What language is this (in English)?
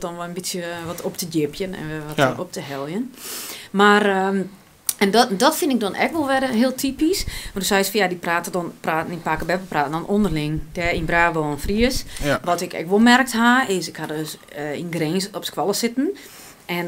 Western Frisian